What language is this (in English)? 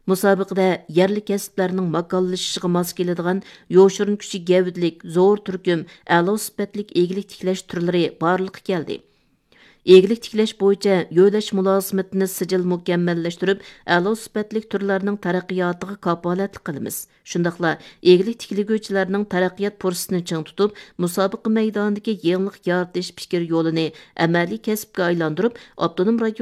Uyghur